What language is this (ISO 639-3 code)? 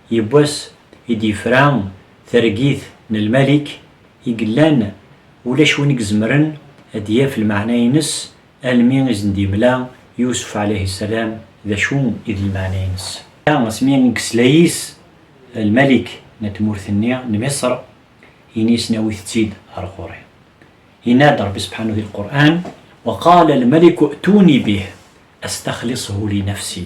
kab